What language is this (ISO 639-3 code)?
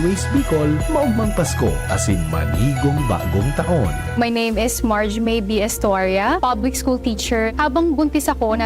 bik